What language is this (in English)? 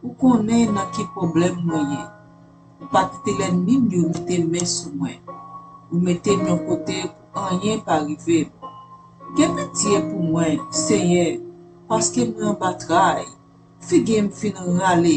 Haitian Creole